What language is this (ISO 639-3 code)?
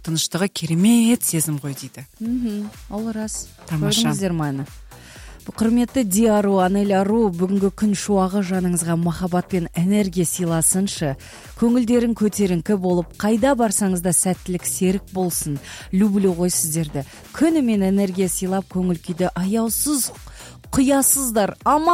kaz